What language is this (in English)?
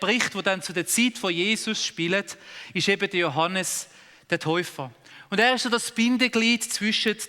Swiss German